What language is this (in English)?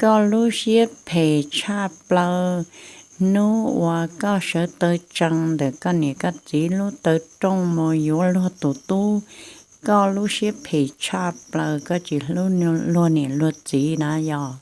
Hmong